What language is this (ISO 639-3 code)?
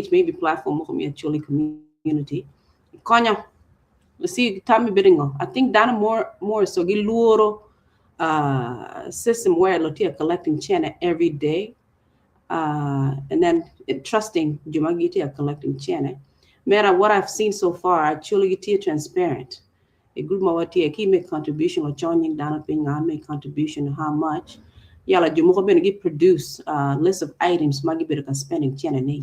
ach